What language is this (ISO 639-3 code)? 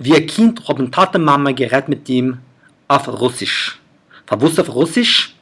yid